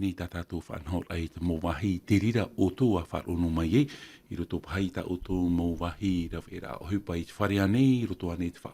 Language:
Tahitian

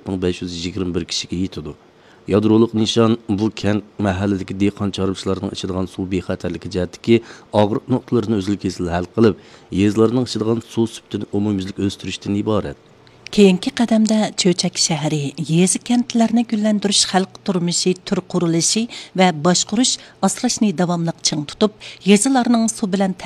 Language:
Uyghur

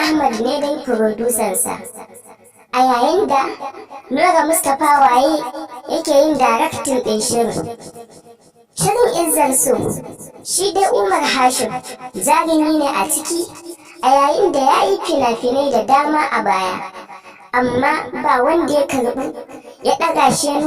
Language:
Hausa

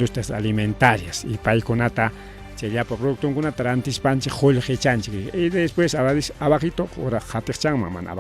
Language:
Ayacucho Quechua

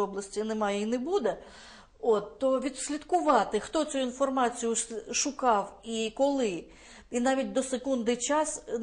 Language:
Ukrainian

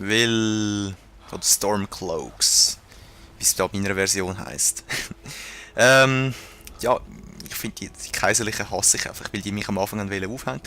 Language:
Swiss German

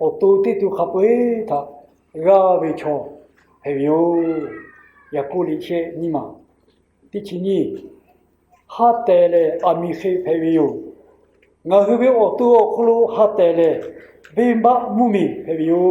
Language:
Lahu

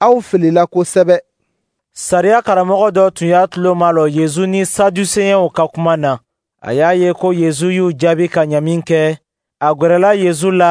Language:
Dyula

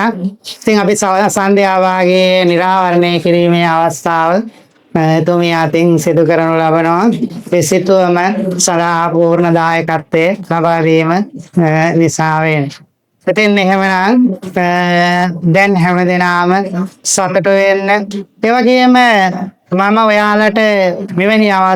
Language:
Sinhala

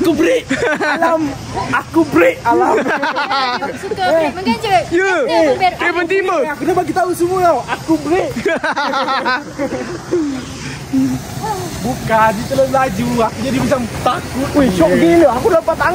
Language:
Malay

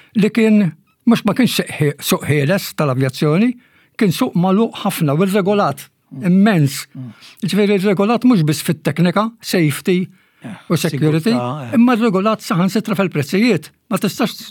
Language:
Maltese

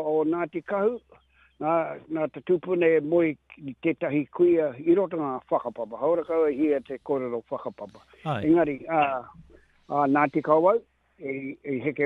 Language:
Māori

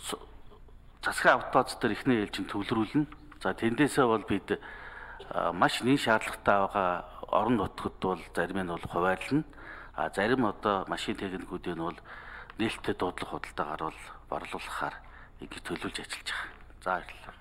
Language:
Mongolian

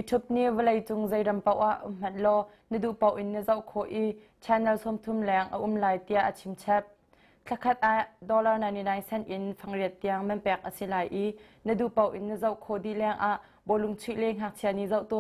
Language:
Hakha Chin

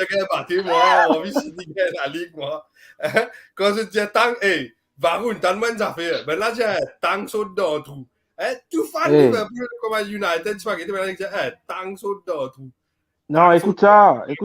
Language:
Morisyen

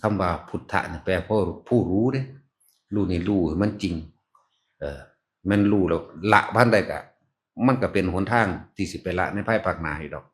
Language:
Northeastern Thai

